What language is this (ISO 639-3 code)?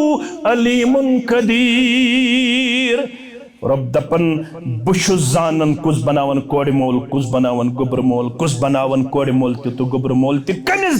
kas